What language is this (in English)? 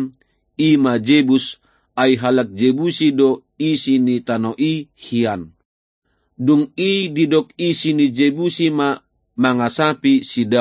Batak Toba